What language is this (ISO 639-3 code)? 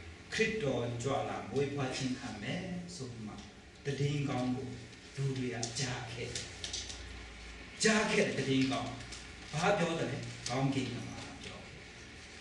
mya